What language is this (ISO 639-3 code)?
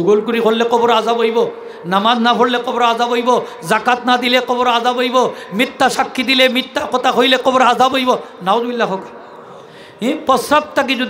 syl